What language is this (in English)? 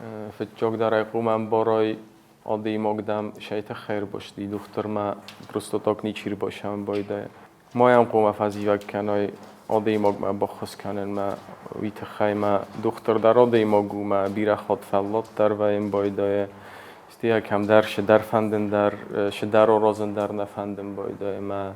Ossetic